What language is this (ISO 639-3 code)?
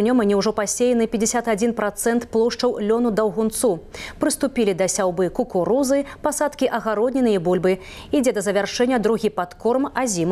bel